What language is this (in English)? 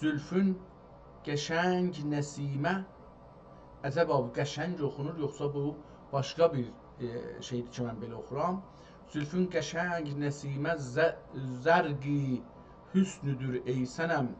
South Azerbaijani